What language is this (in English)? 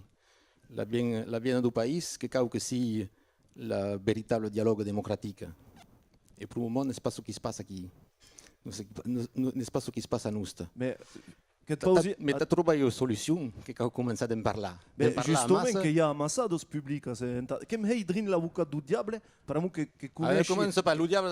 Occitan